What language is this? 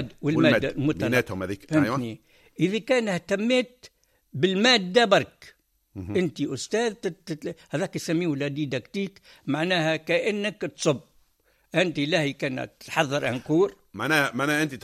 Tunisian Arabic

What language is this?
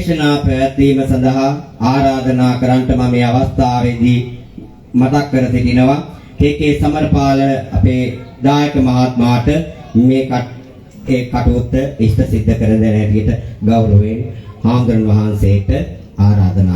Sinhala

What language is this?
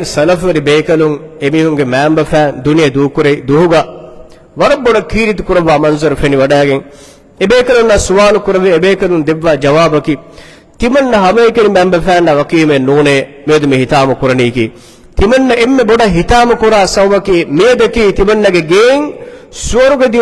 Divehi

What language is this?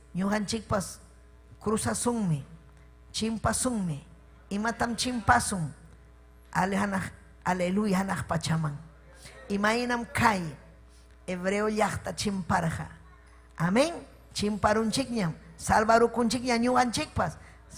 Ayacucho Quechua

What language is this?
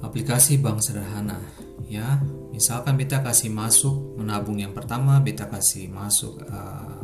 Ambonese Malay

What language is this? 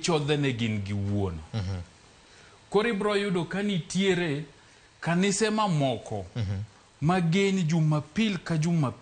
Luo (Kenya and Tanzania)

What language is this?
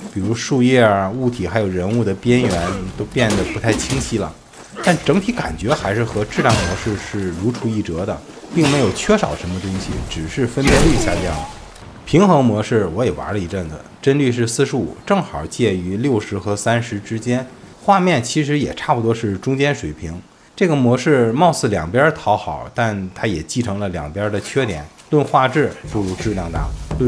Chinese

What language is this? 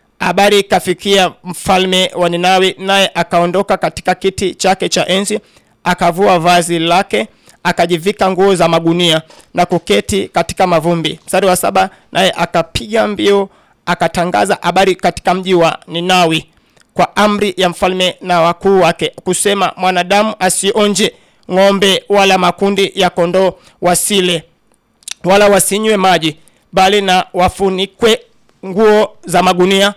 Swahili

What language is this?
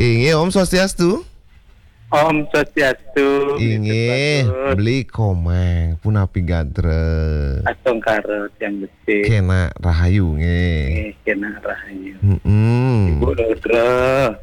Balinese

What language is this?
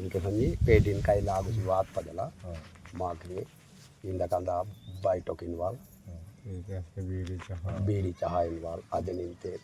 Aheri Gondi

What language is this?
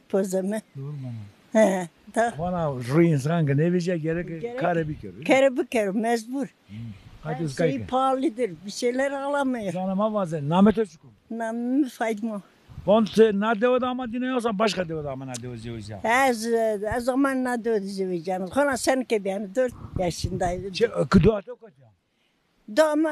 Zaza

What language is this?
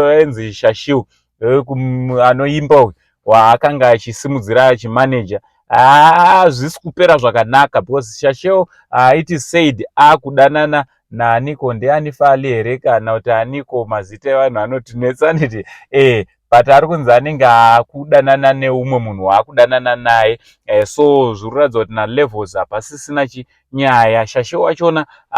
Shona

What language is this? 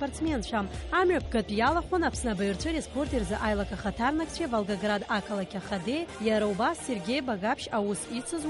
Abkhazian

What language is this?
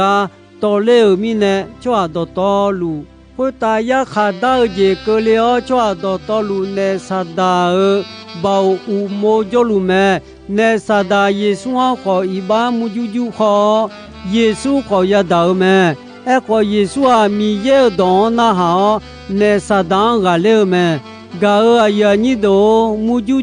Akha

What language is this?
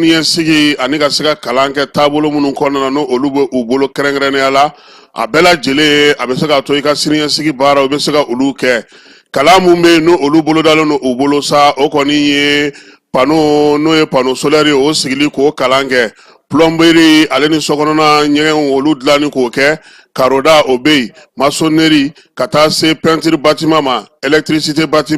Bambara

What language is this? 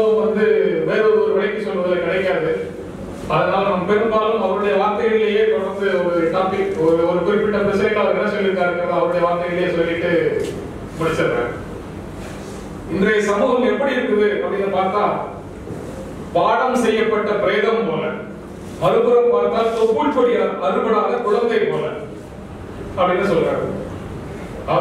Tamil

